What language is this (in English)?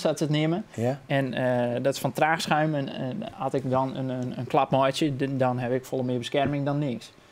Western Frisian